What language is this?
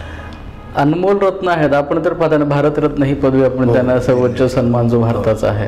Marathi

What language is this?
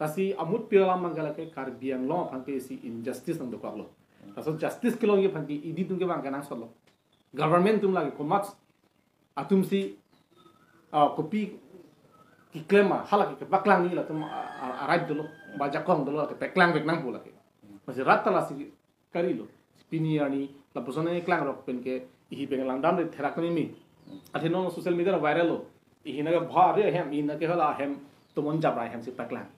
Karbi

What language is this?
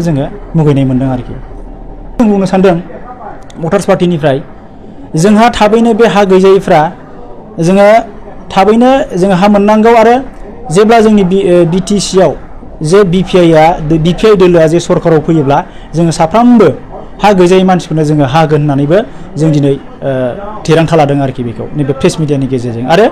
Bodo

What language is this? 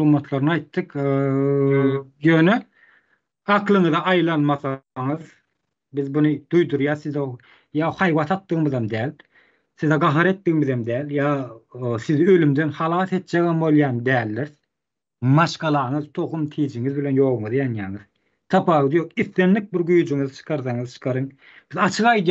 Turkmen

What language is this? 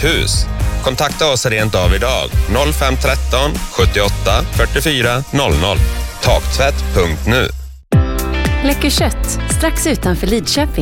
Swedish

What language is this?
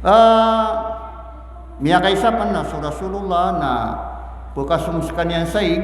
Maranao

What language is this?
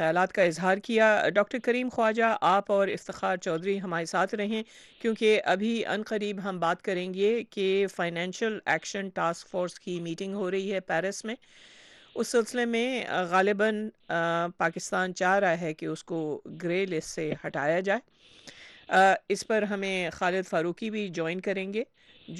Urdu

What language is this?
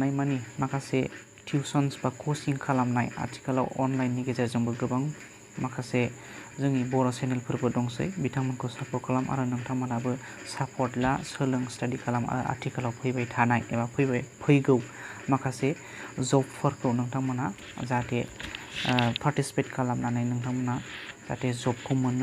Bodo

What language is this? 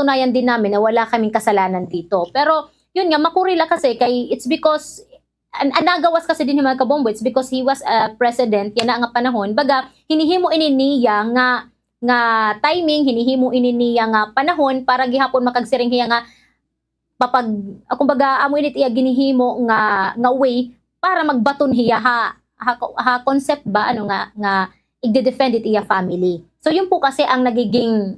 Waray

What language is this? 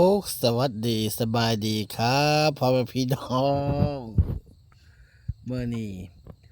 Lao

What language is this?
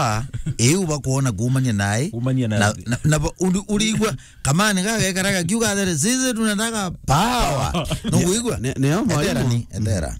Meru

